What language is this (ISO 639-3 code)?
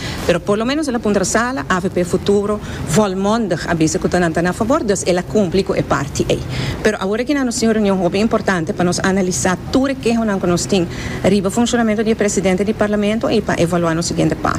pap